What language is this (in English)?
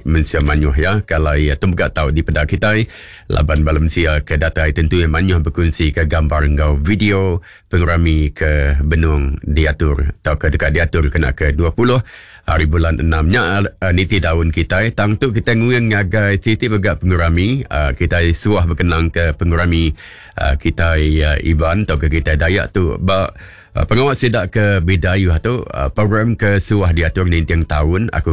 Iban